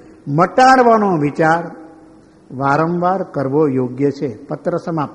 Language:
Gujarati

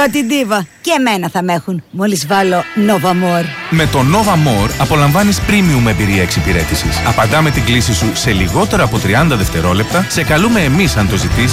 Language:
Greek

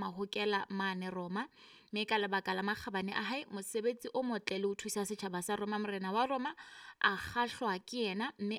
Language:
Southern Sotho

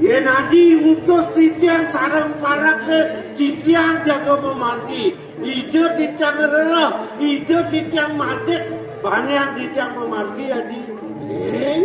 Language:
Balinese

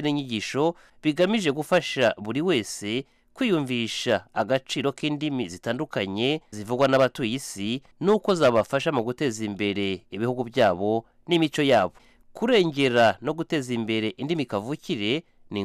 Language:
Kinyarwanda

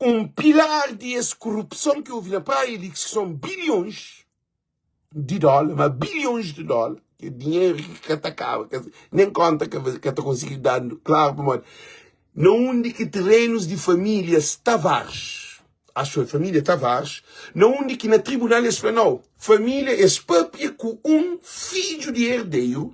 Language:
Kabuverdianu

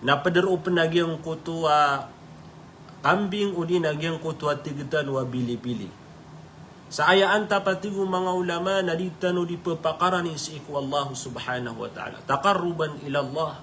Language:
Maranao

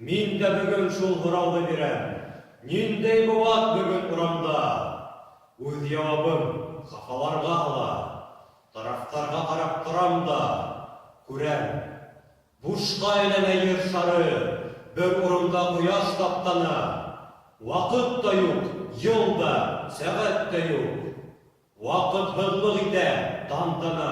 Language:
Bashkir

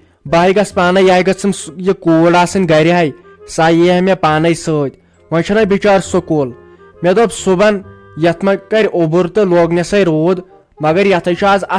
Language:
Kashmiri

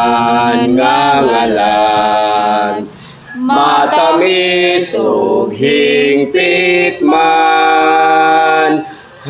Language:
Cebuano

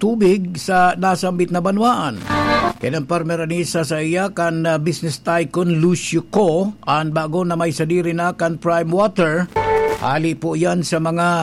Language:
Bikol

